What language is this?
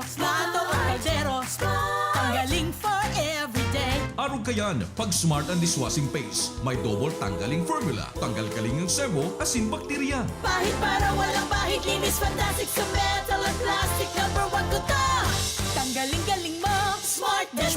Bikol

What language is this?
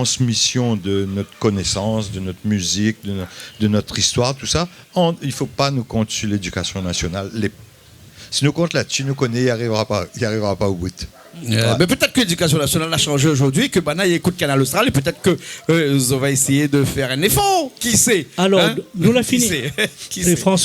Réunion Creole French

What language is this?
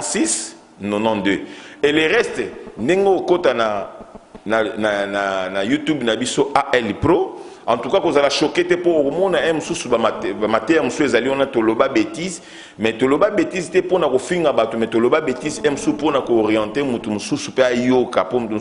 Lingala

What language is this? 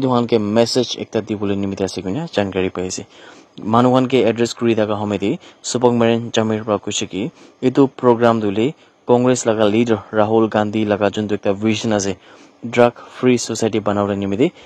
Naga Pidgin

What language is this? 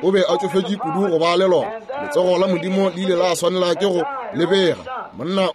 Northern Sotho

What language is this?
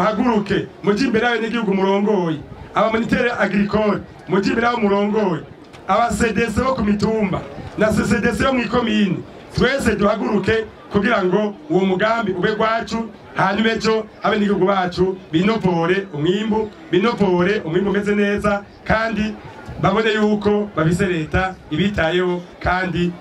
Rundi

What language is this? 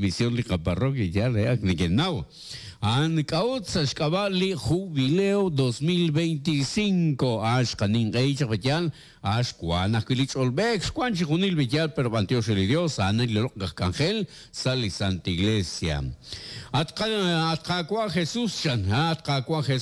Kekchí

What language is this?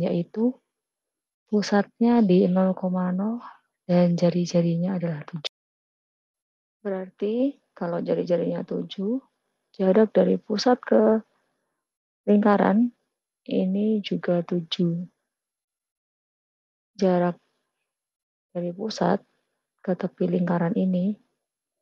Indonesian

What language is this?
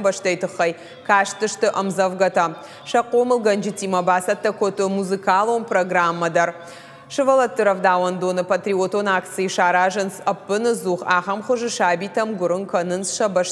Ossetic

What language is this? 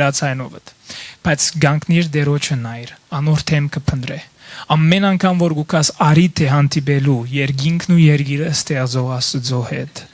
Western Armenian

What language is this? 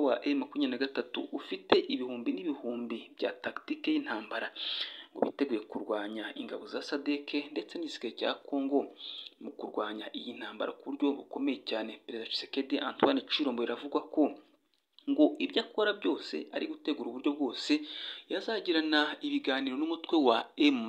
Kinyarwanda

